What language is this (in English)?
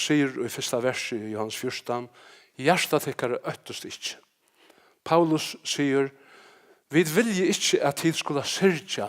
Faroese